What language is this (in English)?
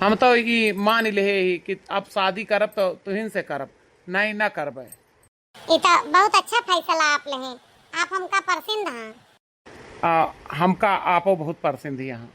Awadhi